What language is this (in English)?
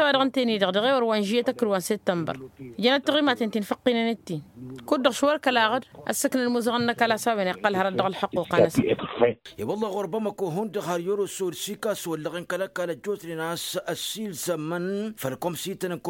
Tamasheq